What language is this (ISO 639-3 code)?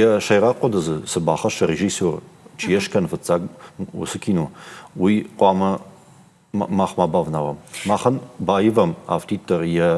oss